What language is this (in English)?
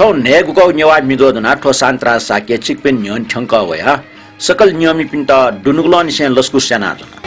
Newari